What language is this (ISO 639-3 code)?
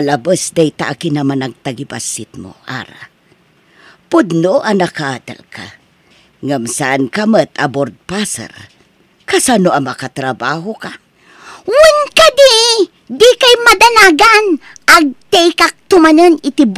ilo